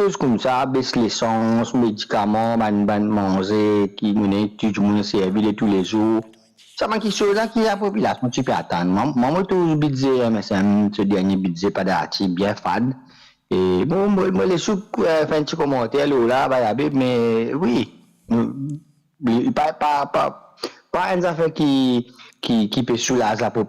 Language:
Morisyen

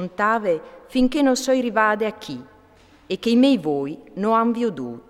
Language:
Friulian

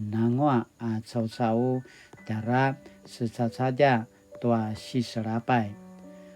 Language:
Paiwan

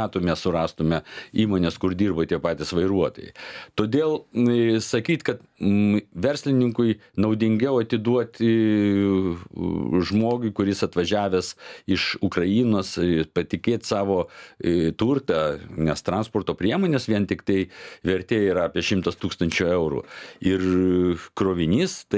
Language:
Lithuanian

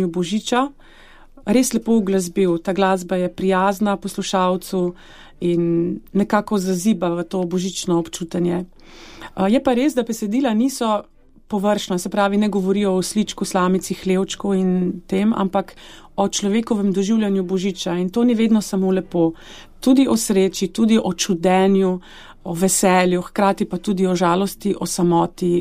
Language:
Slovenian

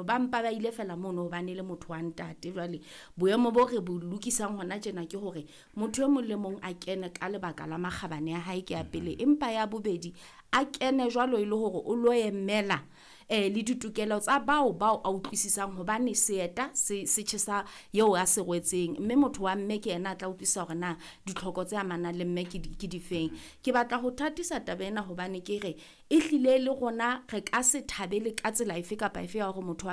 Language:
Southern Sotho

